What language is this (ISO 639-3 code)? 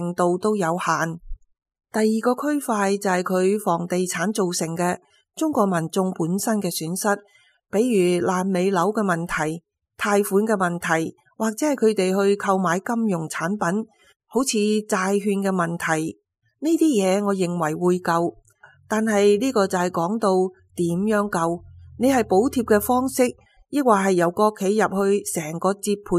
yue